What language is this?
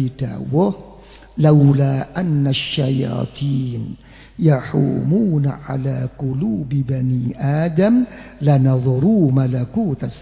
Javanese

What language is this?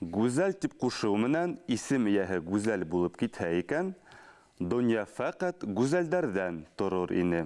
Bashkir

